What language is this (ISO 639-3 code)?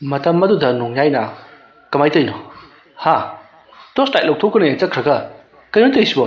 mni